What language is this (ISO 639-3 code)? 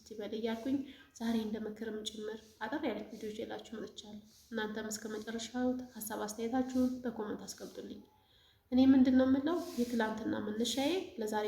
amh